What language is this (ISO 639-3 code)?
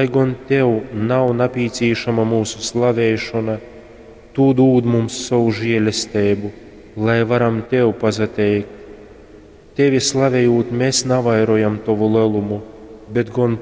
ltg